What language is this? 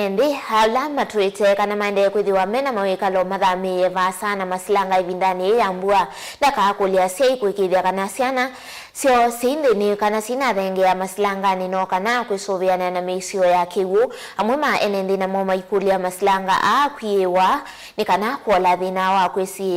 Kamba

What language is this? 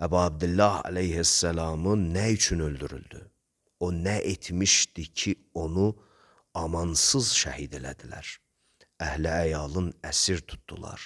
Azerbaijani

